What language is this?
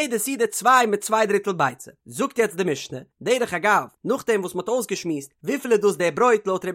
Yiddish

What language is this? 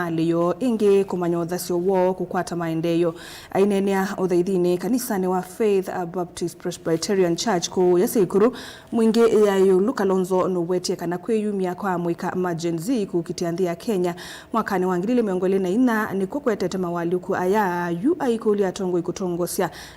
Kamba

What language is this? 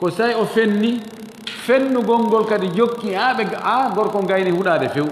Fula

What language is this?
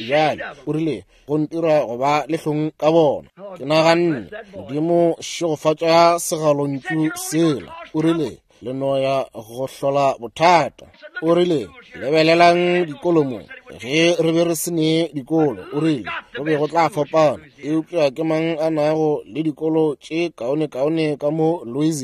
Northern Sotho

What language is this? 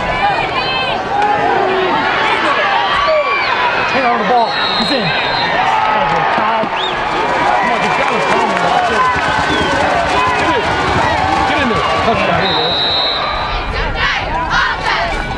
English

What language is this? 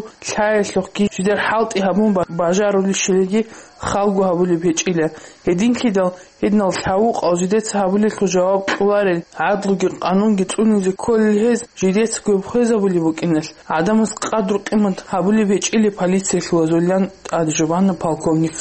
Avaric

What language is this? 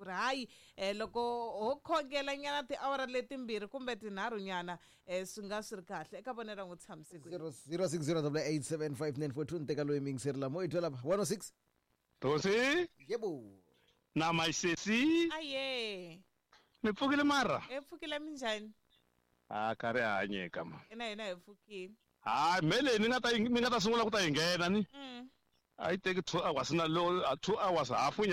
Tsonga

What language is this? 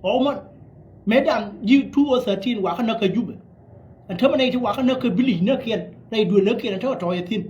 Nuer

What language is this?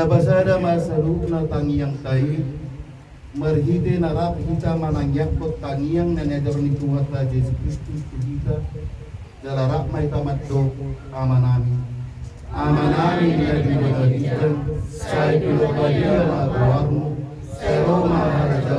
Batak Toba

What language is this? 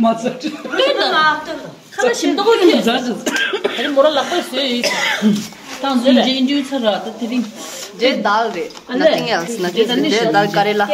Tibetan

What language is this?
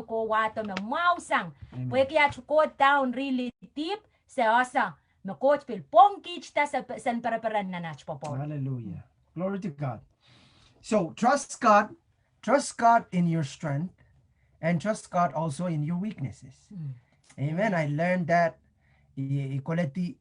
Pohnpeian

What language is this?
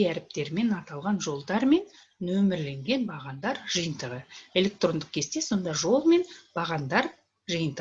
Kazakh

